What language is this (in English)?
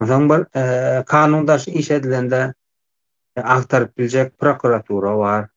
Turkmen